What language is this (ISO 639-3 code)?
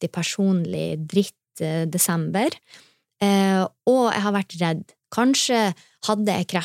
nor